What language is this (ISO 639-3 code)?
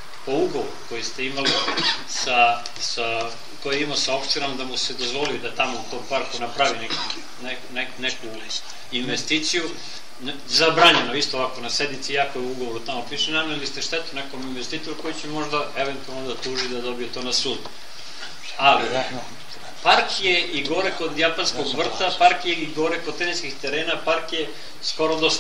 srp